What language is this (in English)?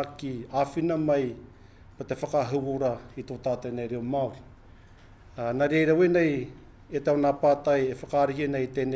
Māori